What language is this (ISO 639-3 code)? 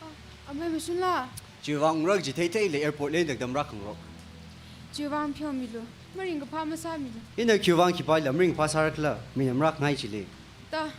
nmf